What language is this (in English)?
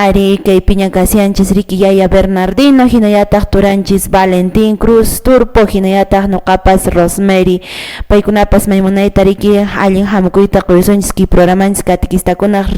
Quechua